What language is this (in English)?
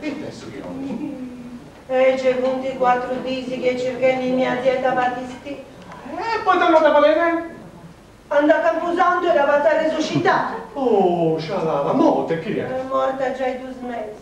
Sardinian